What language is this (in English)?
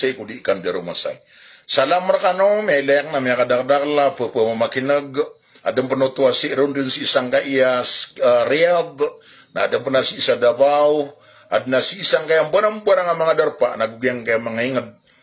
Maranao